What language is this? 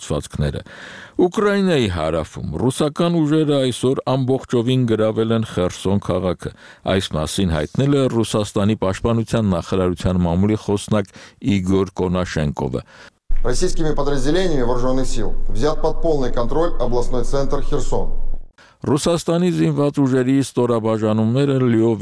Armenian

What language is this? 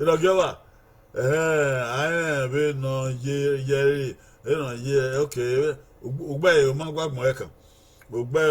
Bini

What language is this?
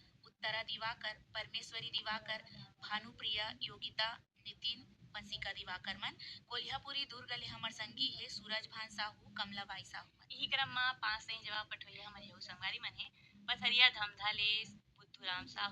Chhattisgarhi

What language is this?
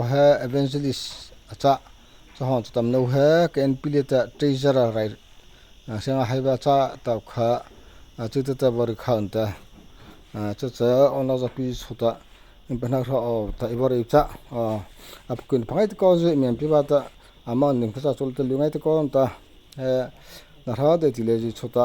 Mara Chin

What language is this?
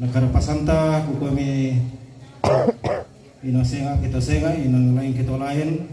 Toraja-Sa'dan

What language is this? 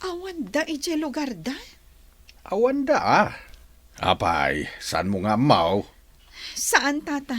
Iloko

